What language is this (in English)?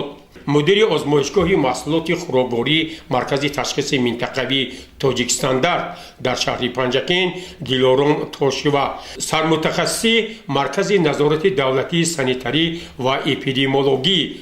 Tajik